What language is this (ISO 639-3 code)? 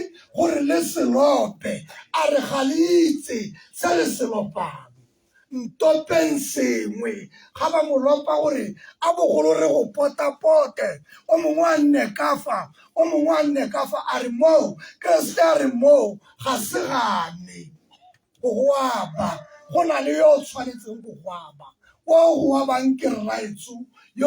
tsn